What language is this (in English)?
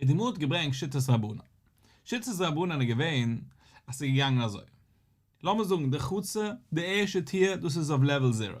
Yiddish